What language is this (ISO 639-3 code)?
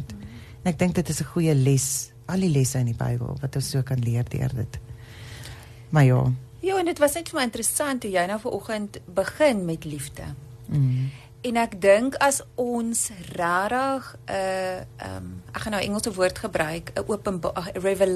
afr